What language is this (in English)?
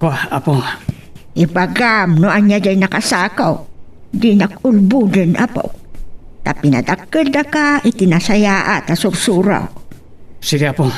Iloko